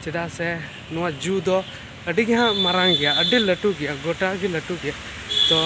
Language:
Santali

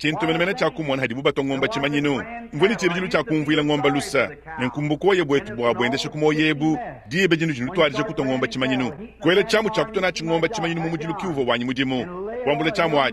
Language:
Luba-Lulua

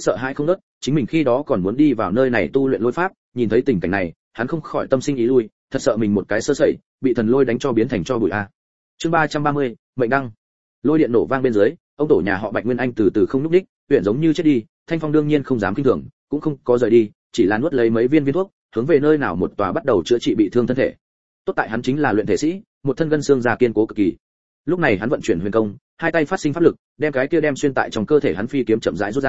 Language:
Vietnamese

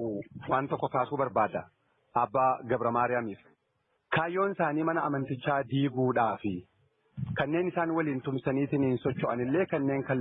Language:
Oromo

